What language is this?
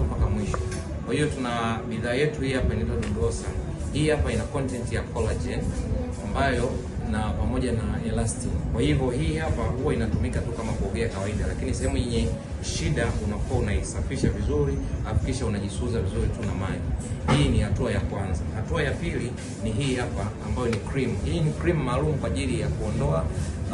Swahili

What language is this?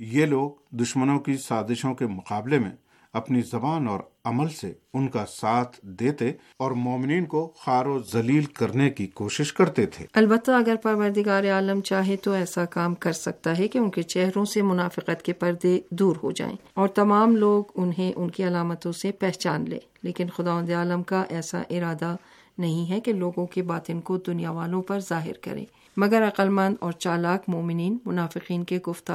Urdu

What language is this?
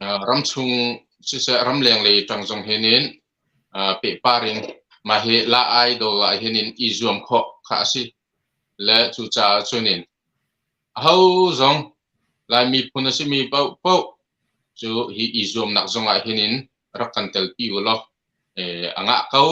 Hakha Chin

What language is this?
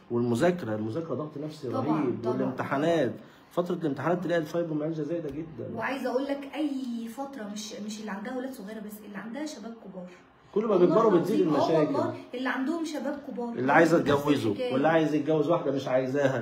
Egyptian Arabic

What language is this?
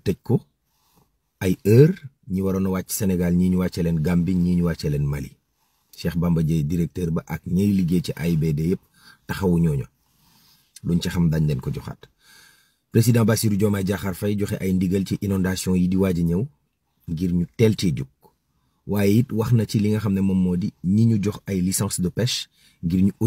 Wolof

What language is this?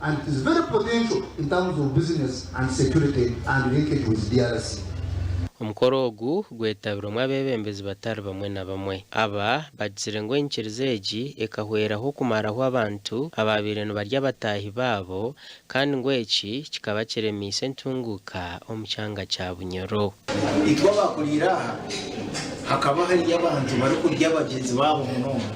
Nyankole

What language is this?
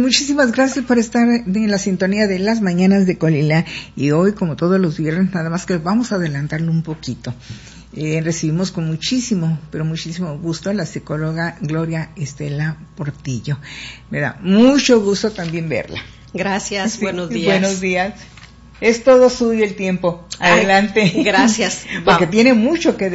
Spanish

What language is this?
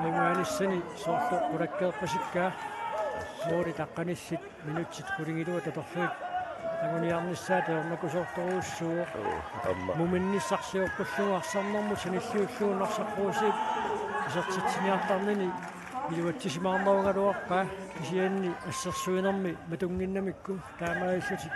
Kalaallisut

